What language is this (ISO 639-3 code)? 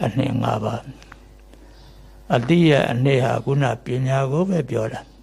mya